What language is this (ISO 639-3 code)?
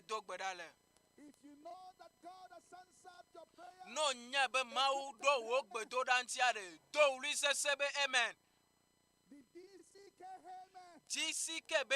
ewe